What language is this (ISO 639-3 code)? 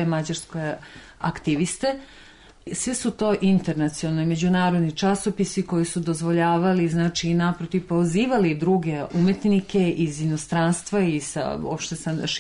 srp